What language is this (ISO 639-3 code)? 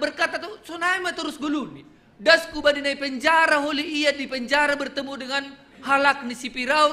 bts